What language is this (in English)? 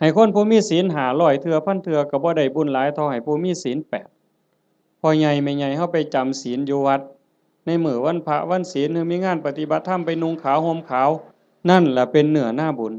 Northeastern Thai